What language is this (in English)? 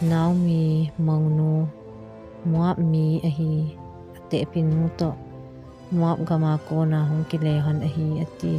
Thado Chin